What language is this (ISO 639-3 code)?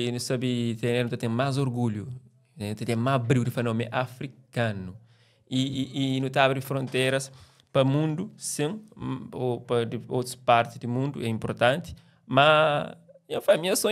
kea